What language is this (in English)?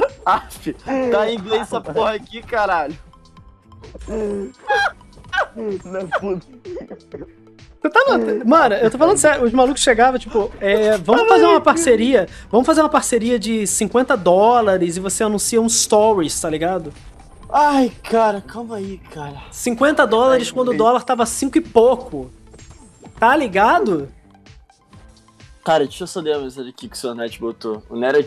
Portuguese